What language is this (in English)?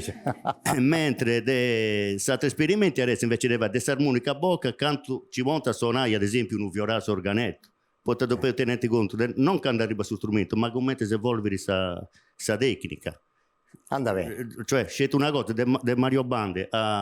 Sardinian